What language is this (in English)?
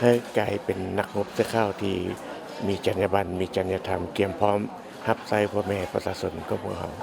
Lao